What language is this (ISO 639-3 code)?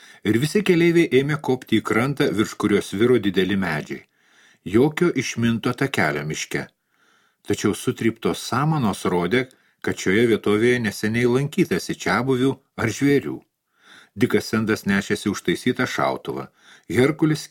lit